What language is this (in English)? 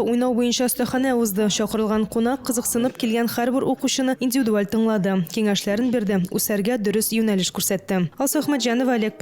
Tatar